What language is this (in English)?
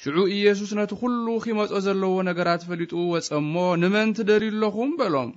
Tigrinya